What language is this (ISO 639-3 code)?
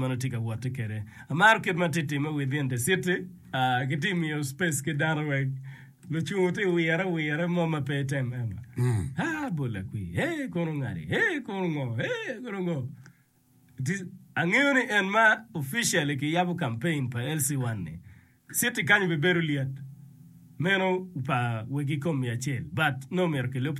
ach